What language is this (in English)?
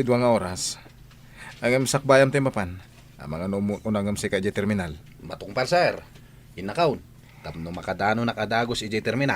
Iloko